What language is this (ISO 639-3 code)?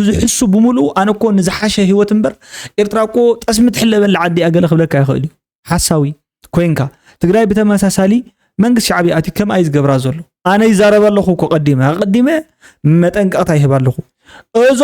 tir